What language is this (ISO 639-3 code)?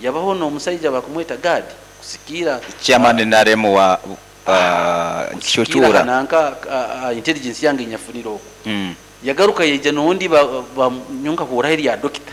nyo